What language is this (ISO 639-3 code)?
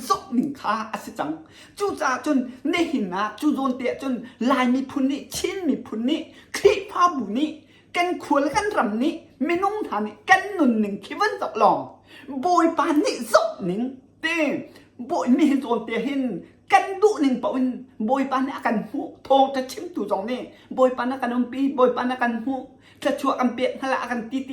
cnh